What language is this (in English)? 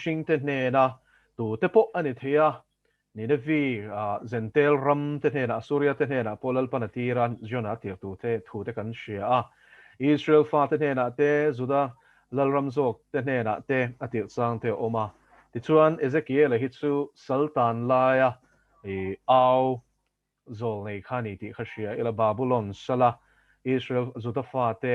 Mizo